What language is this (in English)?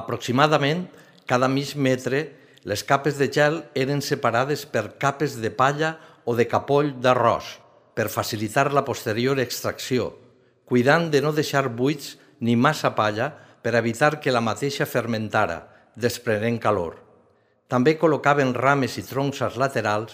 Catalan